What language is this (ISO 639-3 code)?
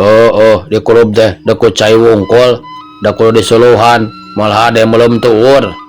sun